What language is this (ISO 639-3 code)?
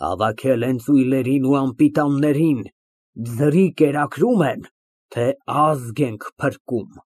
hye